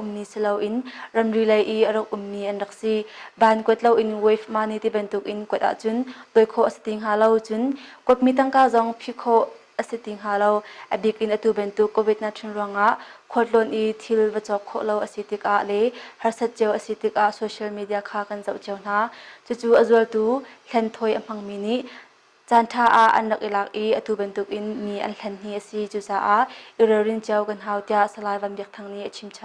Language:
Hakha Chin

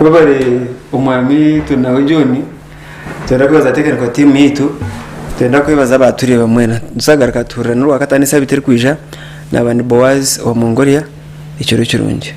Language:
Nyankole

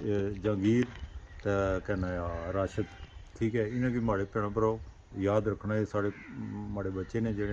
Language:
Pahari-Potwari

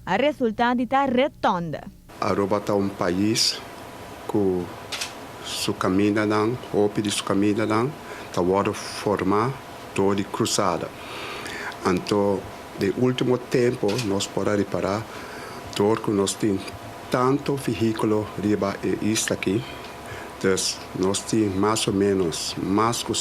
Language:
Papiamento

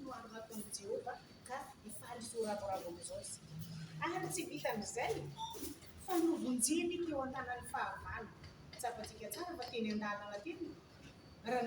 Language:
Malagasy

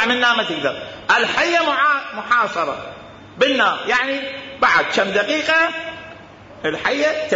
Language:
Mesopotamian Arabic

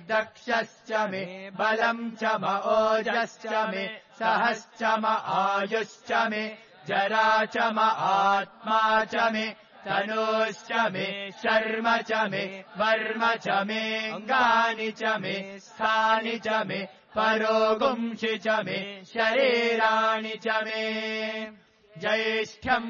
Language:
Sanskrit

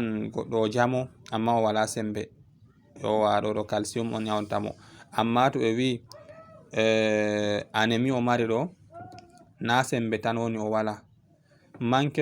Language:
Fula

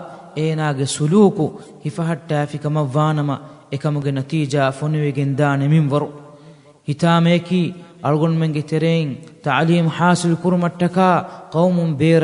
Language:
Divehi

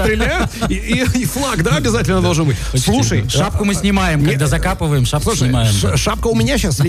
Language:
Russian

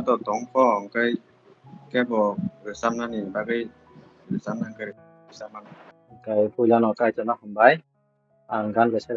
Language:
Kok Borok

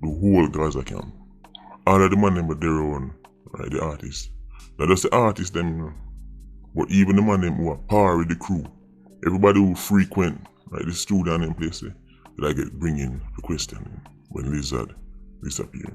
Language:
Jamaican Creole English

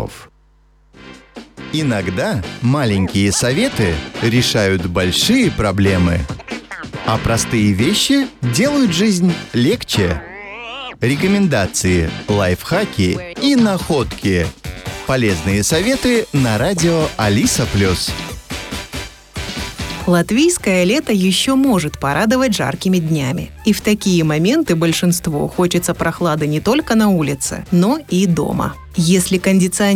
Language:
Russian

